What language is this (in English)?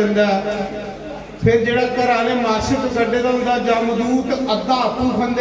Dogri